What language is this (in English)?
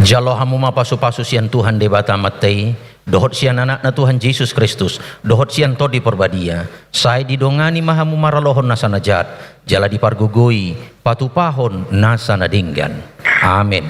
Batak Toba